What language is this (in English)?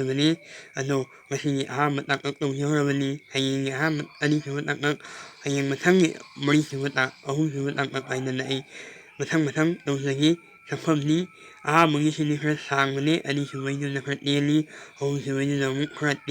Manipuri